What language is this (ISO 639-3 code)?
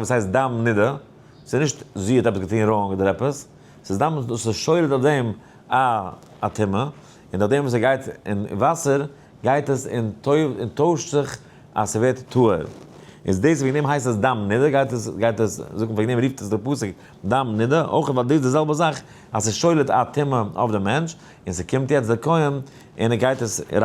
yid